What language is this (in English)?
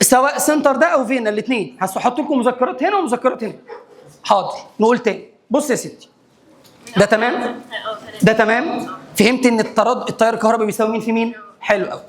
Egyptian Arabic